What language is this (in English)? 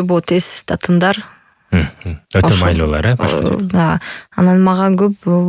Kyrgyz